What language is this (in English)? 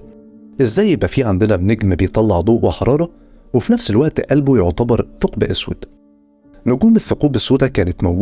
Egyptian Arabic